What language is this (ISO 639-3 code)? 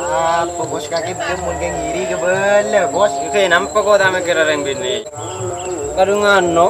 mad